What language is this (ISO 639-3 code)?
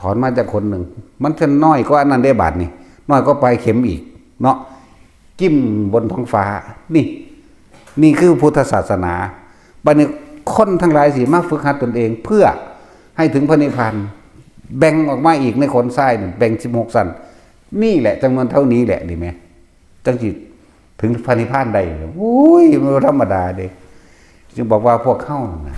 tts